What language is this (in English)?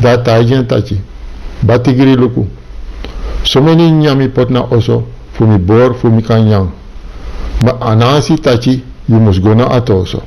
Sranan Tongo